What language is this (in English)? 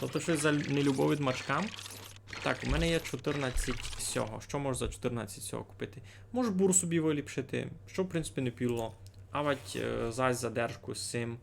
Rusyn